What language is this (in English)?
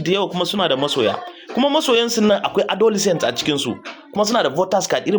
Hausa